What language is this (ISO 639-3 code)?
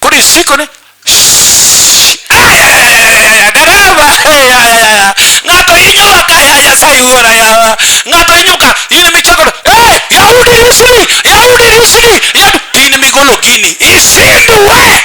luo